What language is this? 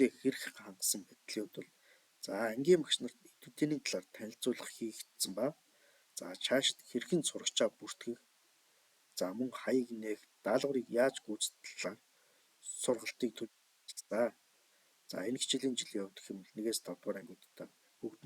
Mongolian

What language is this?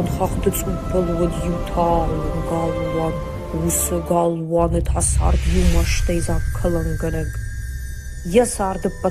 Ossetic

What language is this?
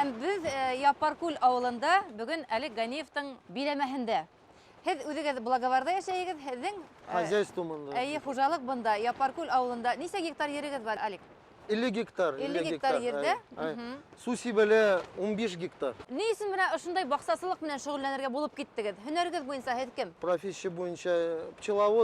Bashkir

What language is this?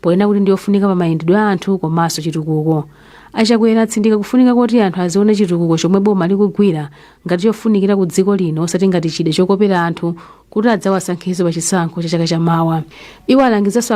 Nyanja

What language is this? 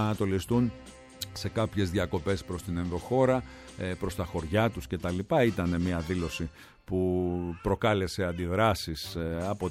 Greek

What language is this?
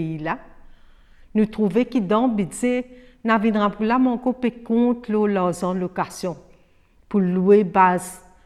Morisyen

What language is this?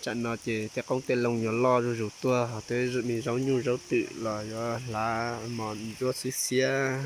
Hmong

